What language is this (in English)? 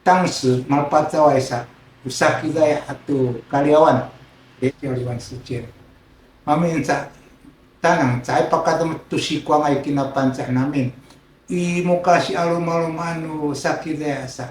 Sakizaya